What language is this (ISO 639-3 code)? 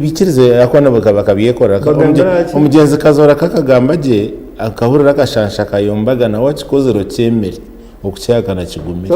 nyn